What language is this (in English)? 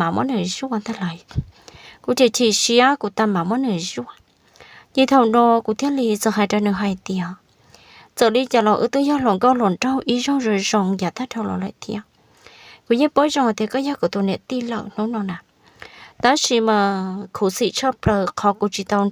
Hmong